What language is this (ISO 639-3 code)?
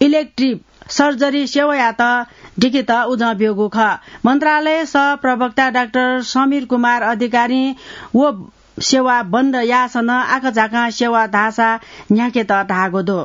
new